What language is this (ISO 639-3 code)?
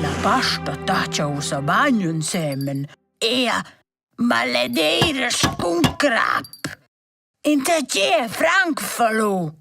roh